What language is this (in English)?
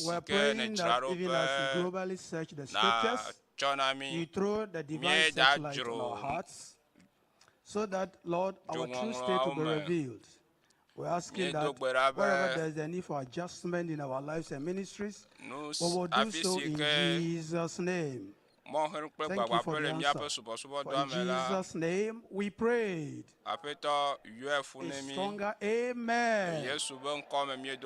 Ewe